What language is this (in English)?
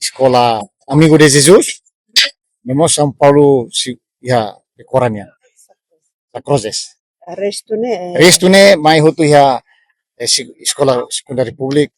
Tetum